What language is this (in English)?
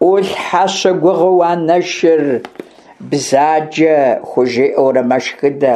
Kabardian